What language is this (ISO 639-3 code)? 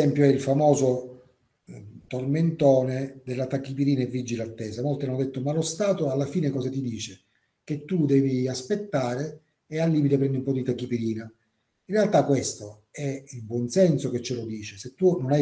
ita